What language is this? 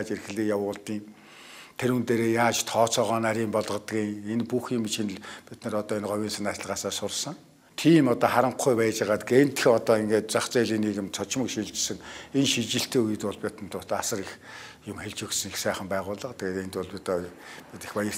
Mongolian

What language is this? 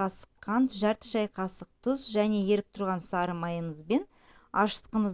Kazakh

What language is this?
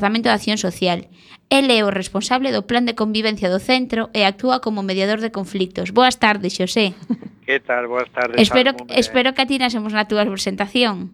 Galician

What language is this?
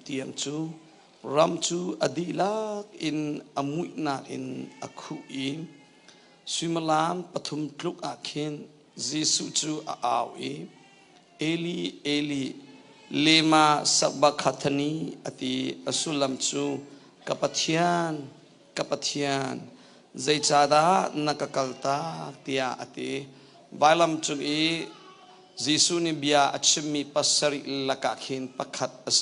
Hakha Chin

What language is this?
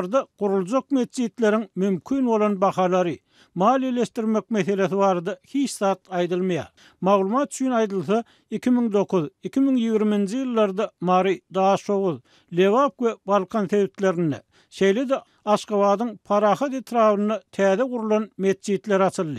Turkmen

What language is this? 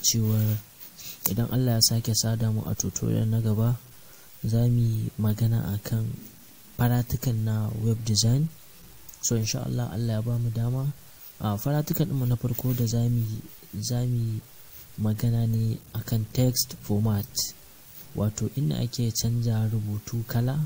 Hausa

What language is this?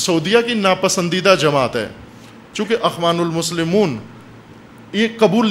Urdu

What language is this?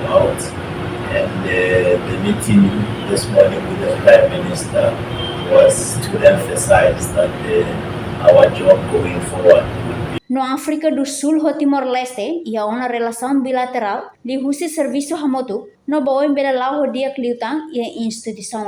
Tetum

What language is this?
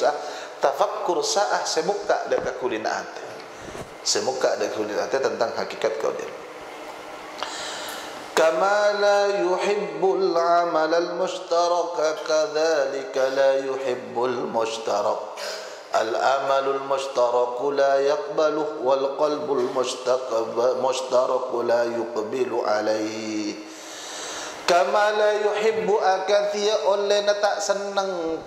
Madurese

